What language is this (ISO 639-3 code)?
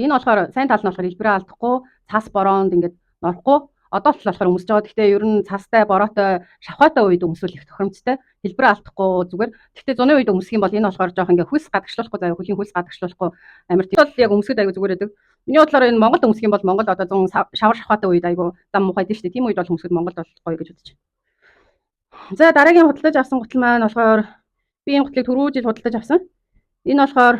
mon